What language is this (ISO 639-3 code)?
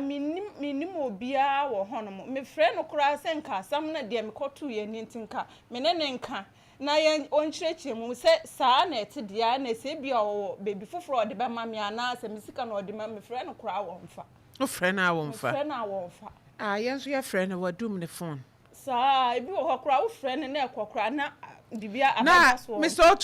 aka